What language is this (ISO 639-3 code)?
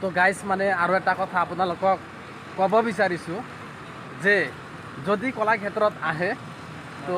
asm